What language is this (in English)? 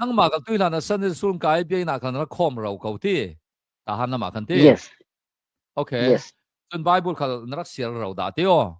Hakha Chin